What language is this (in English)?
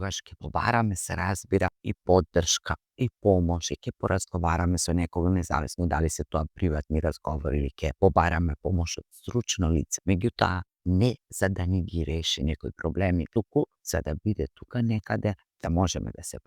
Macedonian